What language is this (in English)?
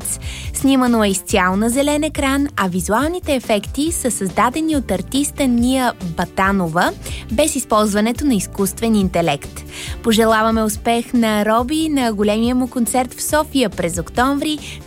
Bulgarian